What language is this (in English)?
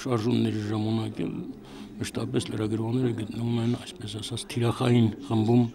Armenian